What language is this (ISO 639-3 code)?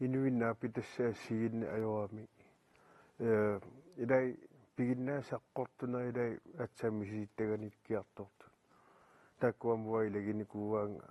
kal